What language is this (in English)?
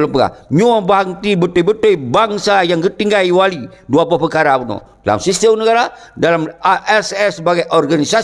Achinese